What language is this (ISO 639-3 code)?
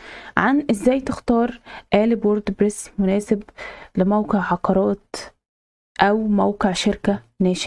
arz